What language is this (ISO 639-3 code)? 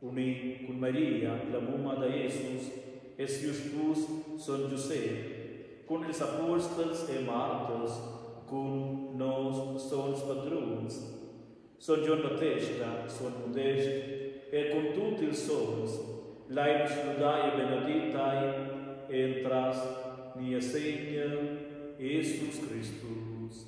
roh